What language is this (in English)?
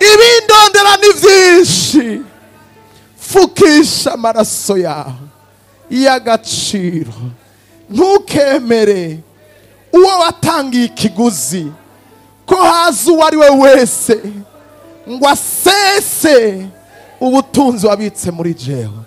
Rundi